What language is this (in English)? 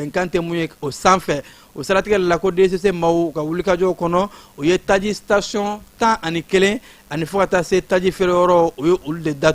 Bambara